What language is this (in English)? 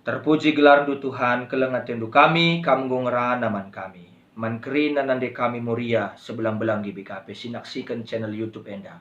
Batak Karo